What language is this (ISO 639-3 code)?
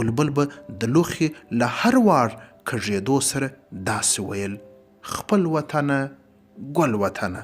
pus